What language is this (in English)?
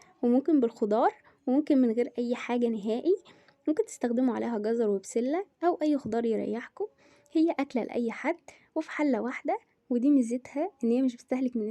Egyptian Arabic